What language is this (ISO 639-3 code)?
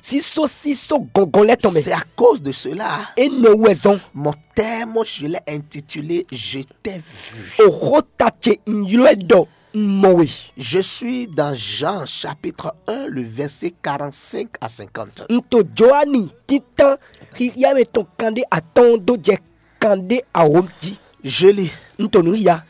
fon